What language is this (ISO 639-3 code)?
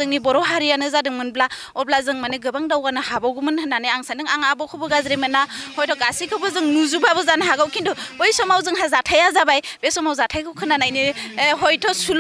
brx